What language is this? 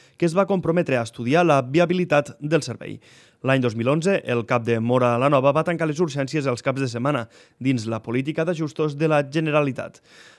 Catalan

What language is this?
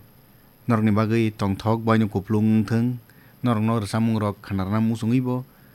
Kok Borok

